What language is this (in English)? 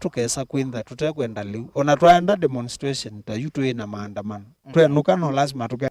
Kamba